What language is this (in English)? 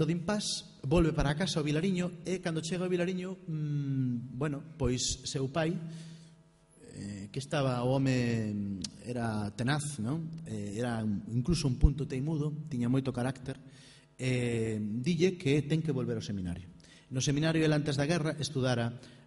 Galician